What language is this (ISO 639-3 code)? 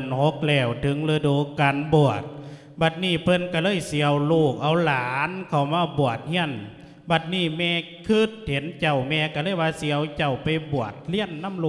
lao